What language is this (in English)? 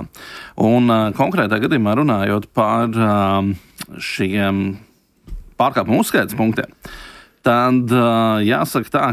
Latvian